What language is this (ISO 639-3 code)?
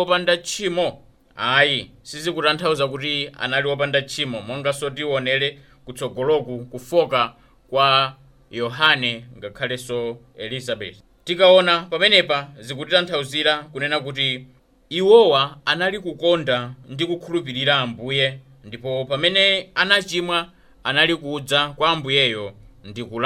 nya